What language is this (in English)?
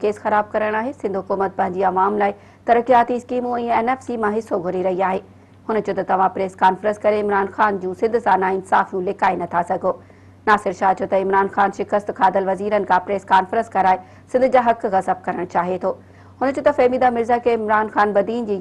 Sindhi